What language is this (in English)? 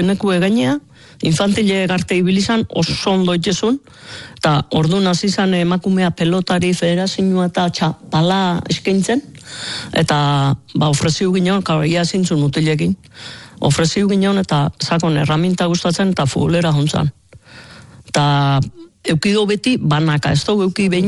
Basque